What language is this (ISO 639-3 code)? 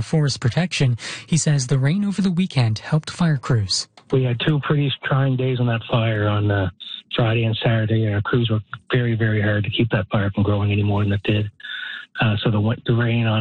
eng